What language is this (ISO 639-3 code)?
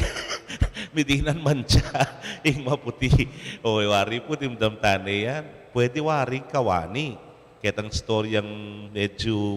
pam